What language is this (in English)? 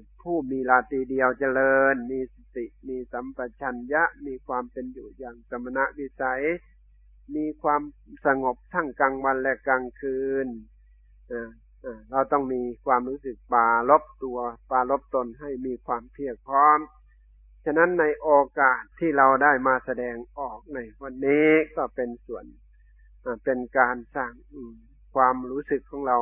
Thai